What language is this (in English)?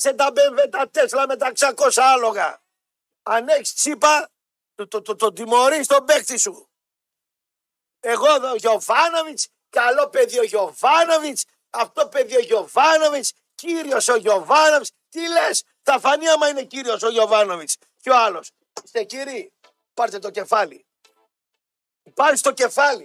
Greek